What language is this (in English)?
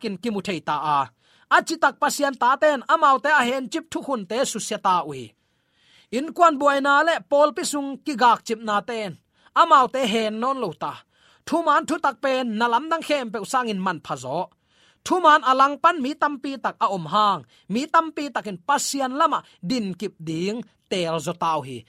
Tedim Chin